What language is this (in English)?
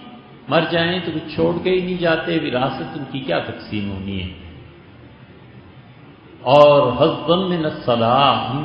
Urdu